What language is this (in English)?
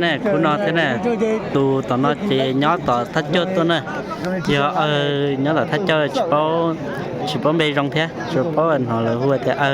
Hmong